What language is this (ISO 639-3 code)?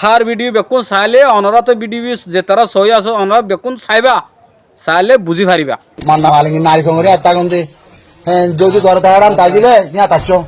rhg